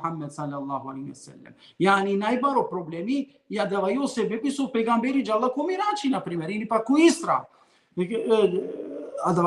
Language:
Balkan Romani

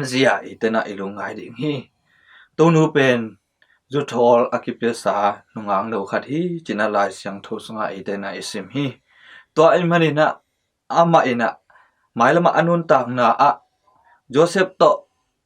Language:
Tedim Chin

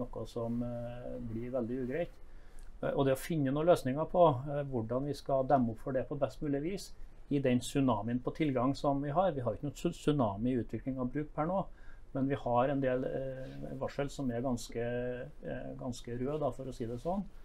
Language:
Norwegian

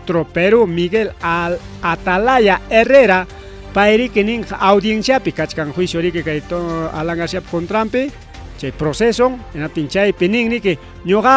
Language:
Ayacucho Quechua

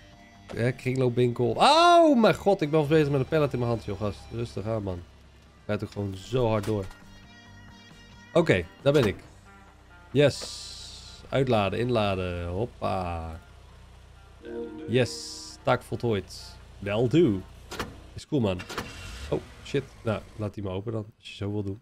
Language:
Dutch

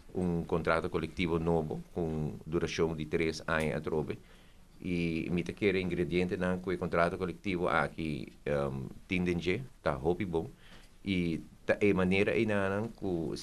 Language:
Papiamento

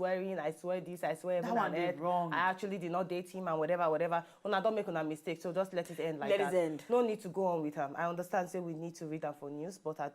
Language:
Nigerian Pidgin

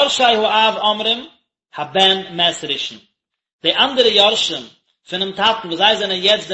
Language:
Yiddish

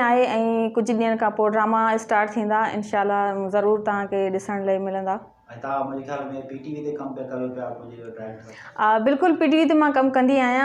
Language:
Sindhi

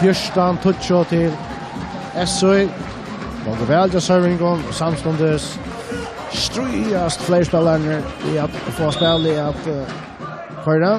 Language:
Faroese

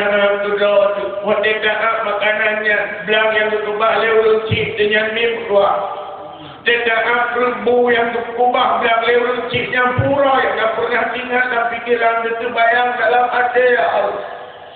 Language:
Achinese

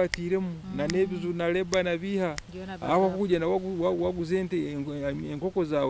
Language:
Nyankole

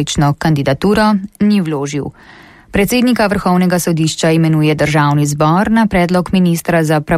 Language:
Slovenian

